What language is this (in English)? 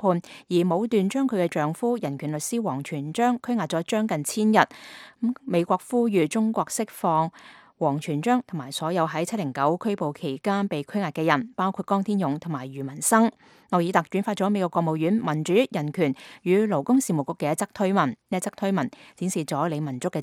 Cantonese